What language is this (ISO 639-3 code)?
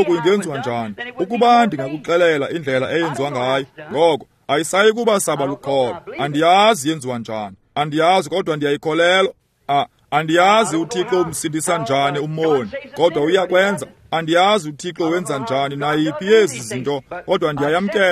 xho